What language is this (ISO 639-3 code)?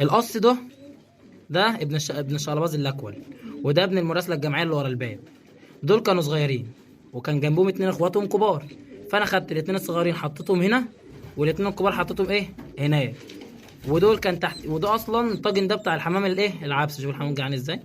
arz